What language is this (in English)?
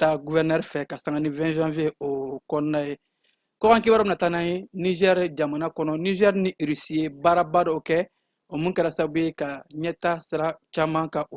Bambara